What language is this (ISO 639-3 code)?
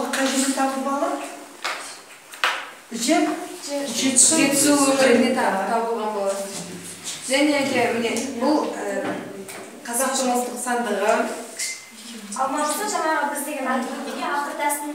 kaz